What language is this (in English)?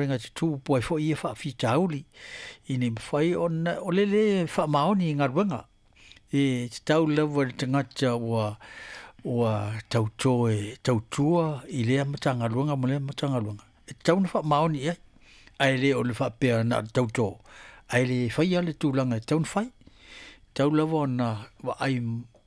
Samoan